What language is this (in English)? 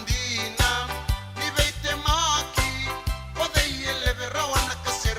Fijian